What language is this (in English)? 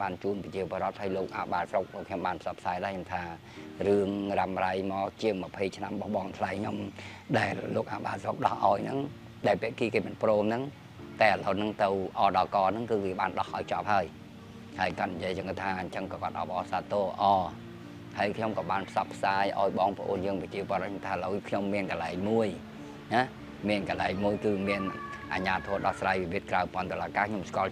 Khmer